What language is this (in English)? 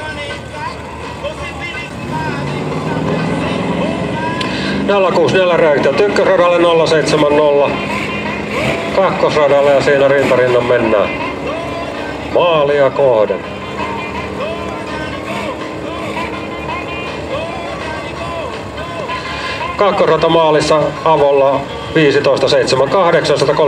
Finnish